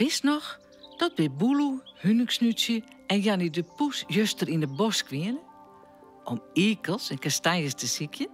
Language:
Western Frisian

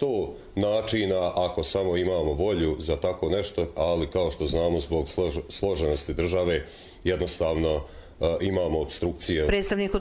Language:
Croatian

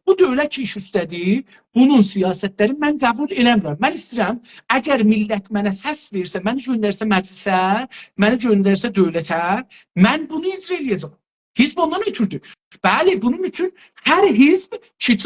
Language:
South Azerbaijani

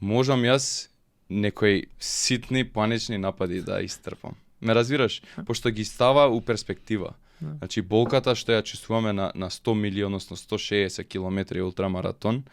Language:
Macedonian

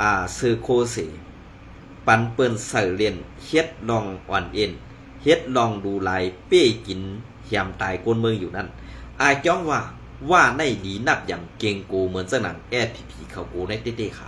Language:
Shan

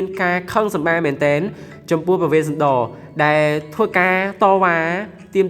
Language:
Khmer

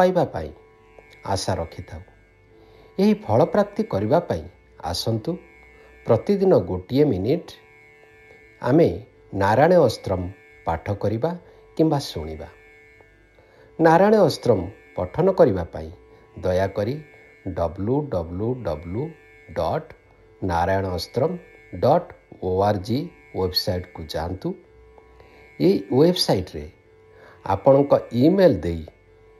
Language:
Odia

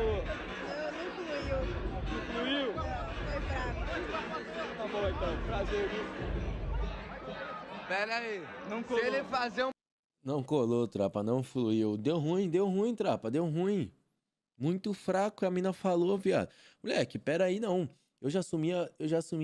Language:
Portuguese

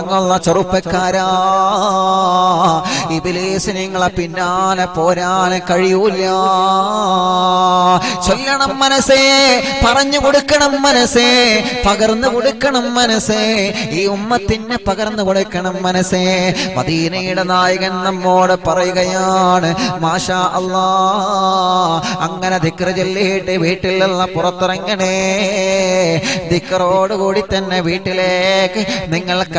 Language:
Malayalam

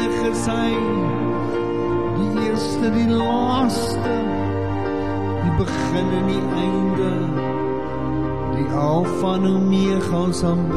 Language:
Afrikaans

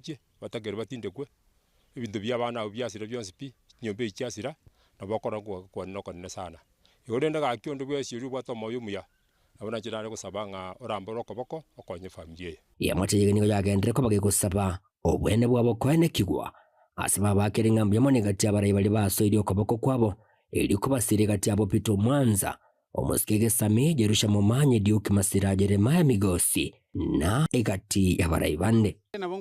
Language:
Gusii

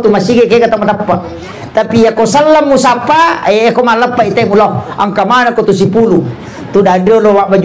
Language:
Buginese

